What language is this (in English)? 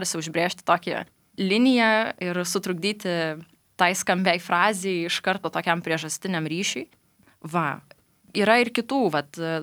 Lithuanian